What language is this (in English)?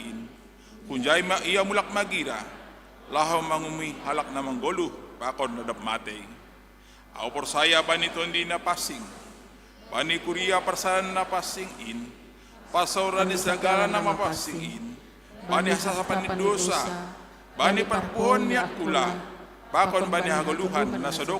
Batak Simalungun